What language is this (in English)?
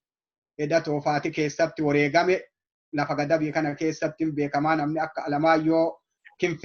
Oromo